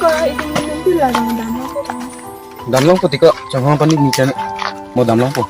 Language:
Karbi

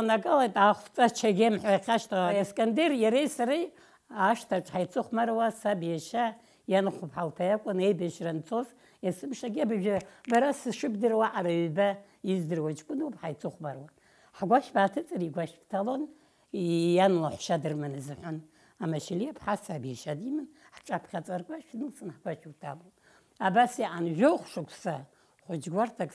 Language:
Abkhazian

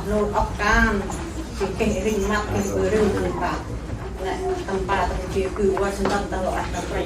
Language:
Central Mnong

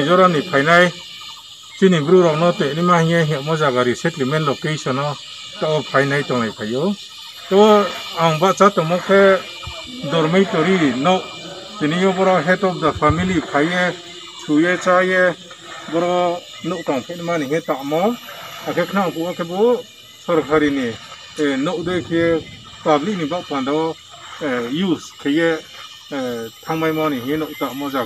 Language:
Riang (India)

